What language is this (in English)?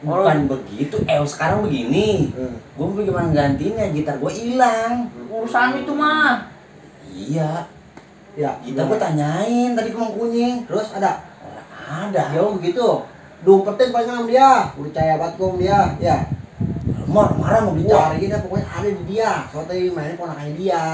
Betawi